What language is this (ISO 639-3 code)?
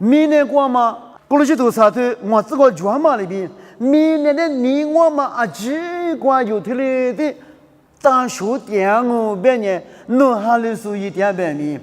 lis